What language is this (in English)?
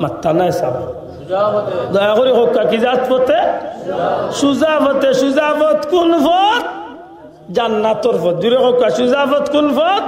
Sylheti